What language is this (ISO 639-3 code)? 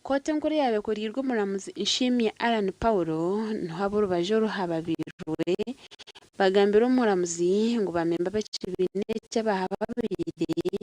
nyn